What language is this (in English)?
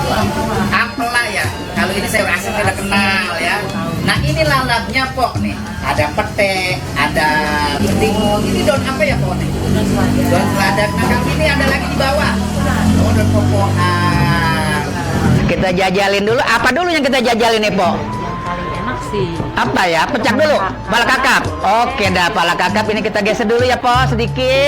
Betawi